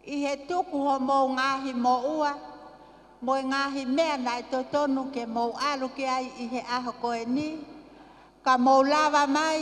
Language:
Tongan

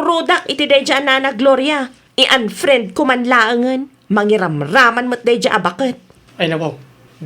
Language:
Iloko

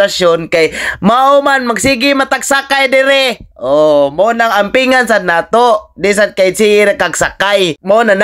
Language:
Cebuano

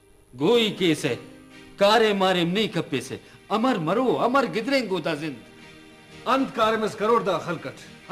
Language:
Brahui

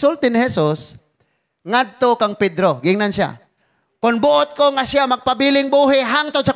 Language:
Cebuano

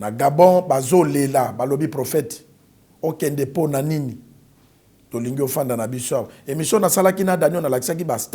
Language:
Lingala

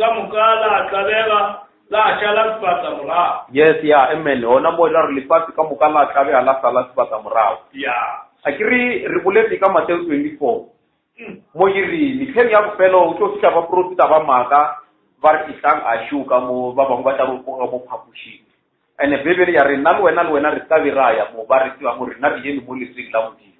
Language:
Northern Sotho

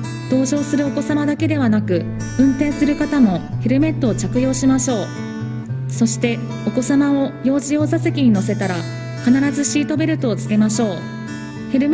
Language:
Japanese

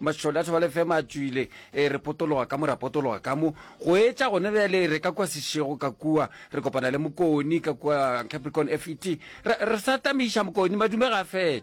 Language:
Northern Sotho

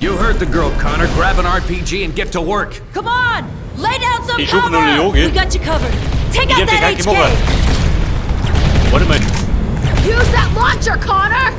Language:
Bavarian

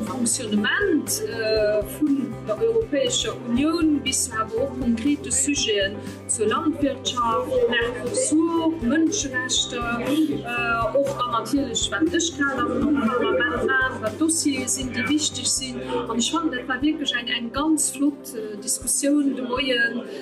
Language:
Luxembourgish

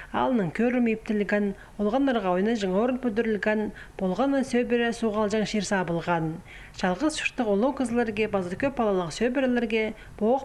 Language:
Khakas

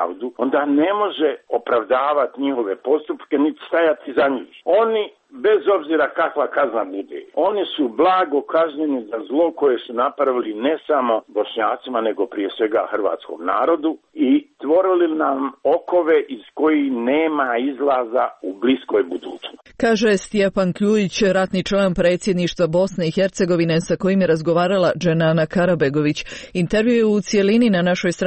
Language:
Croatian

